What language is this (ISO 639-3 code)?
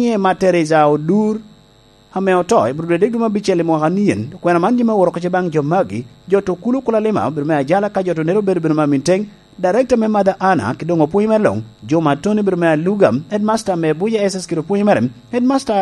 laj